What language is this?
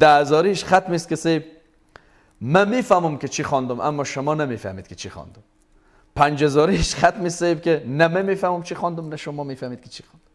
Persian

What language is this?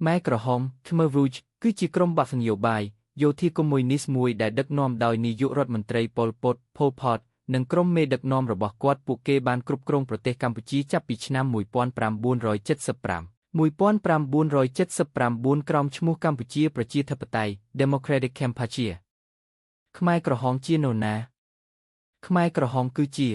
Khmer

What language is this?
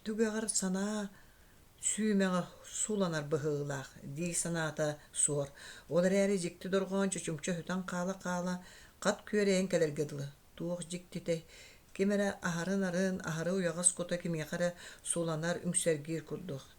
Yakut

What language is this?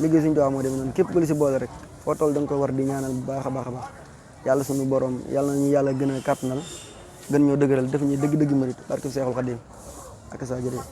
Wolof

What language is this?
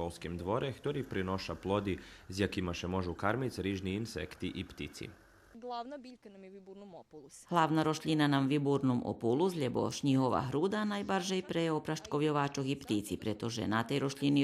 Rusyn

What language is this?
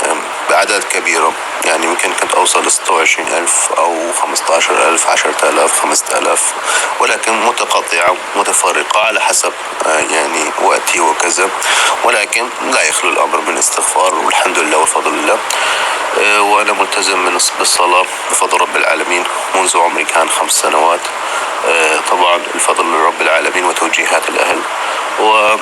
North Levantine Arabic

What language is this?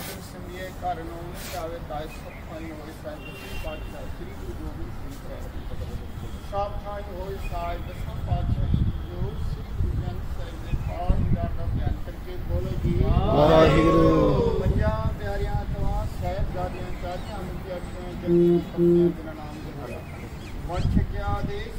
Punjabi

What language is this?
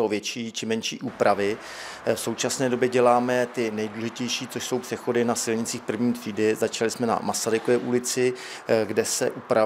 Czech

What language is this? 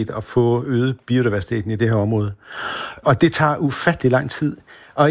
Danish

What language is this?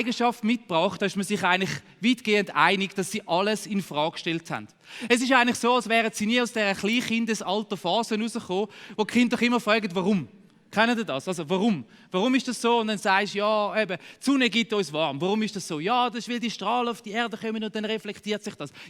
Swiss German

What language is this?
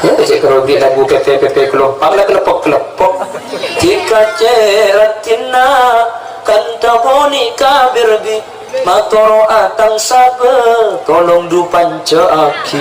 Madurese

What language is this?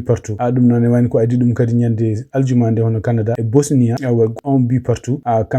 Fula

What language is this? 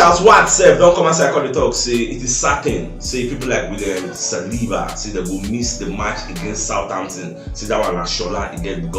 Nigerian Pidgin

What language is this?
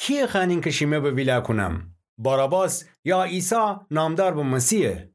Gilaki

